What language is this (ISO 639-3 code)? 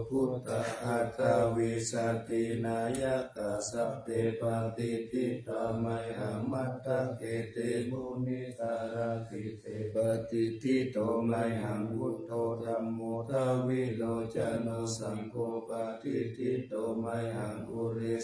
pli